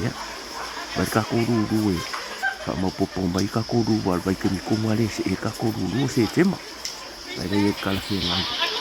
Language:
Samoan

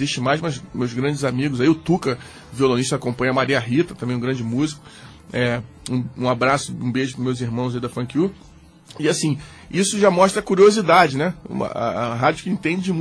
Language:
Portuguese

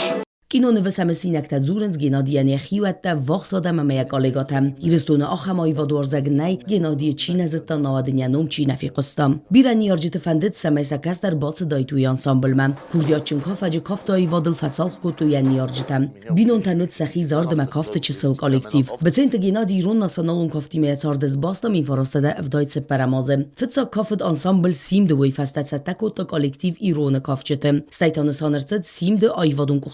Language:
Ossetic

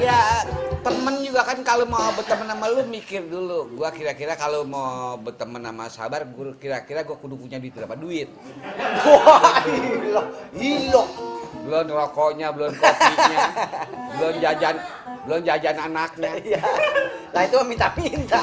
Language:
Betawi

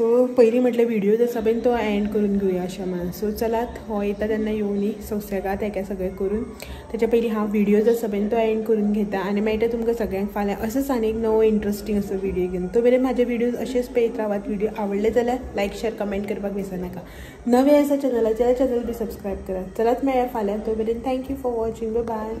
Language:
Konkani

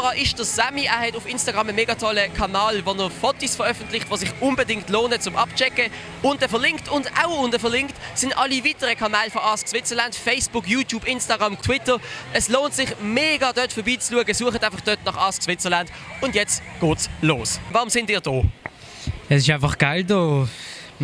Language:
Swiss German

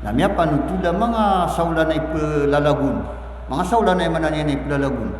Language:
Maranao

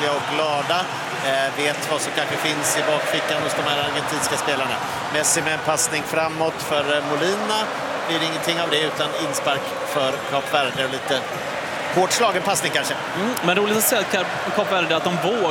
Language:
Swedish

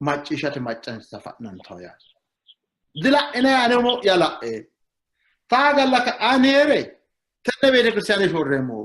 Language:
Sidamo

